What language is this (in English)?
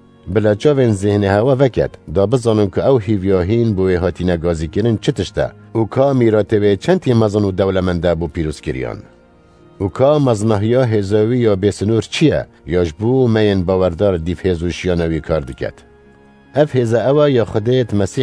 Kurdish